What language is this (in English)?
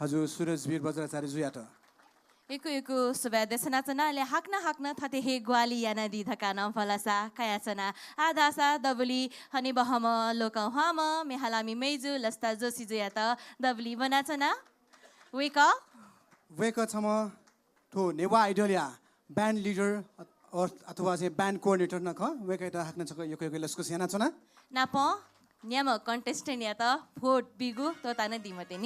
Newari